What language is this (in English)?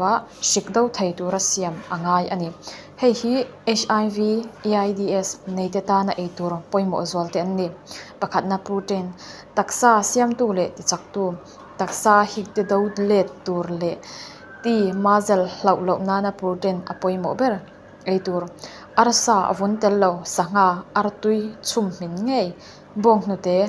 Mizo